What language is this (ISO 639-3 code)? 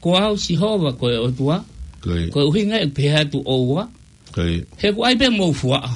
ton